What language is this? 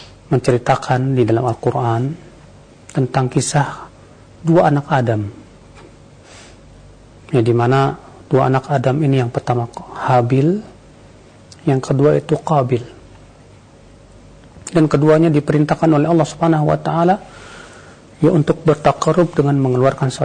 Indonesian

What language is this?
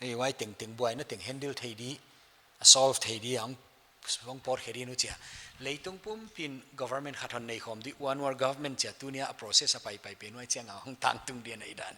Paite Chin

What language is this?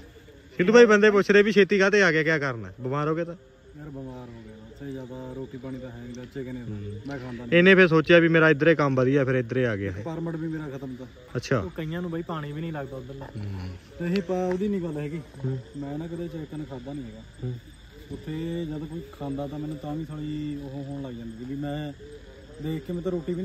Punjabi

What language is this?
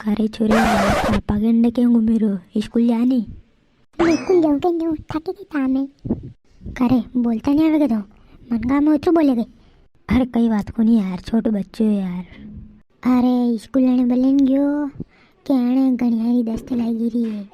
Rajasthani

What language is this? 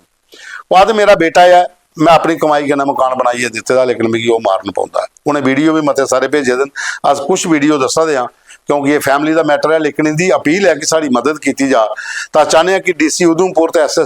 Dogri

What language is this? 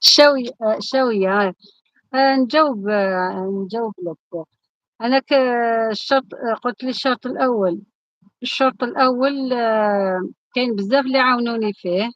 Algerian Arabic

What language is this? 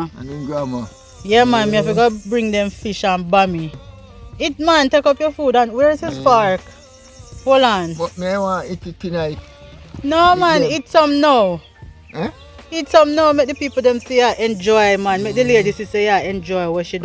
Jamaican Creole English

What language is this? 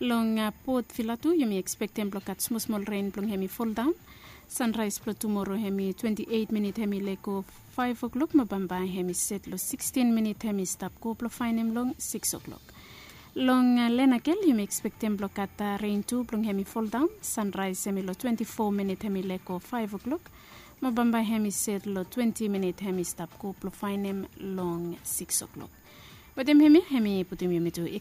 Bislama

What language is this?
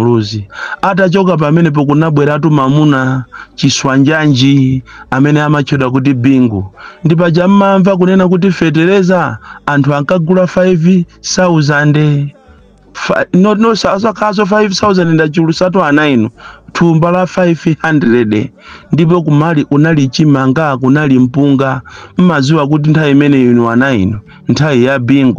Nyanja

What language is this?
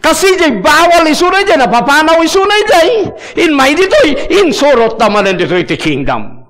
Iloko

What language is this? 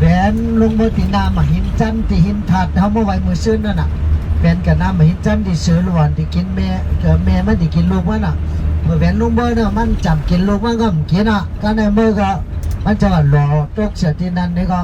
Shan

